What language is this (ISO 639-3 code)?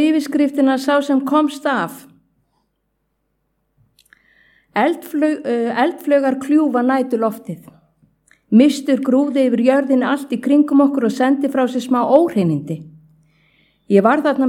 isl